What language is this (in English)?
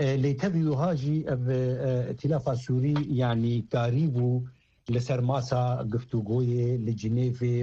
Kurdish